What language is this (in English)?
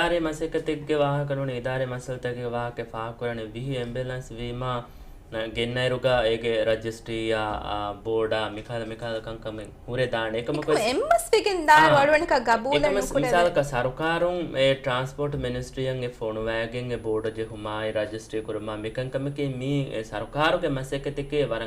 Divehi